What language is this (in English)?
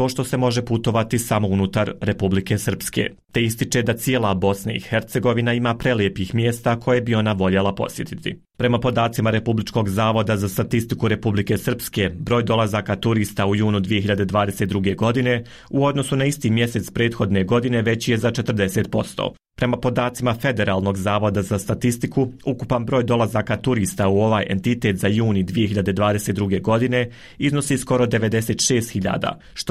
Bosnian